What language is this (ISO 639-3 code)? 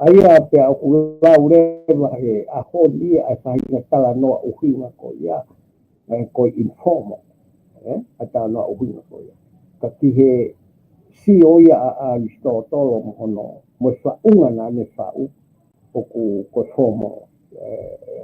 ton